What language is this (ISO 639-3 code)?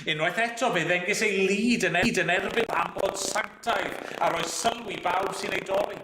cym